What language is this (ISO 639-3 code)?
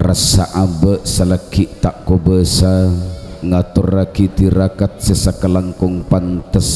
mad